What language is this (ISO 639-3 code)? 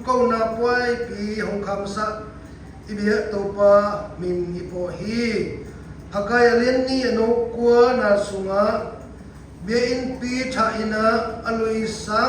csy